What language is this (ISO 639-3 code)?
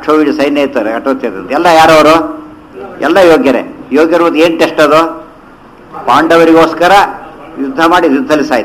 kan